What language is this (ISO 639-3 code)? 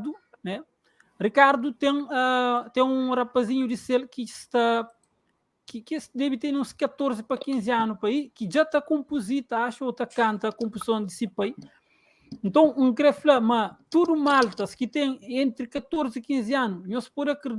kea